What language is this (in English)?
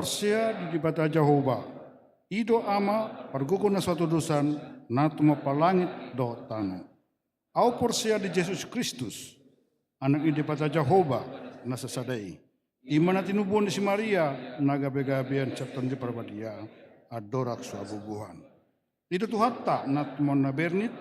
Batak Toba